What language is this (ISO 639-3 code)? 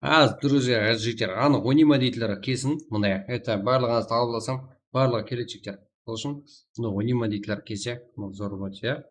kaa